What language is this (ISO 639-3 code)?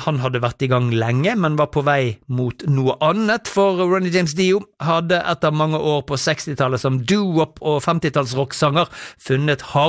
nor